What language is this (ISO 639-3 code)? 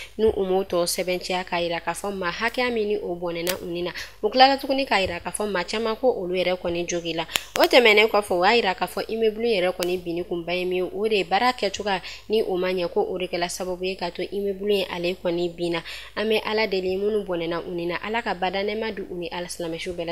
bam